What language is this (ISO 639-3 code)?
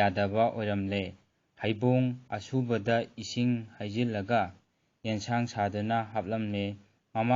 mni